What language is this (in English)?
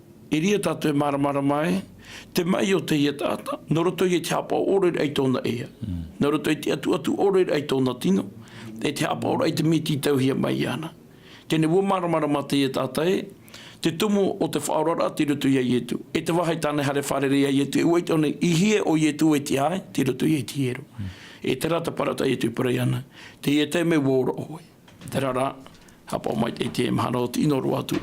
Tahitian